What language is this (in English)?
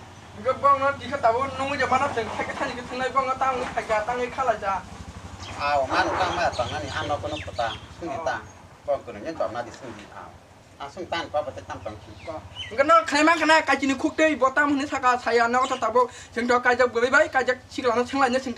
Kok Borok